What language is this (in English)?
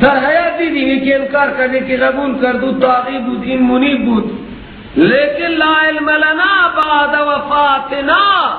Persian